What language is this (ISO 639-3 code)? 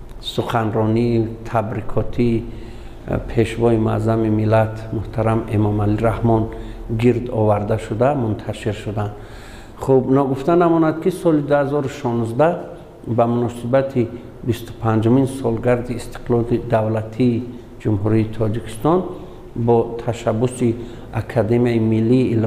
tgk